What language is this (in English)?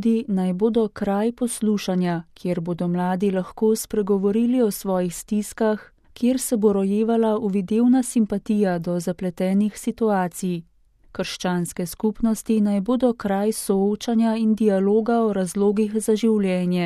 Slovenian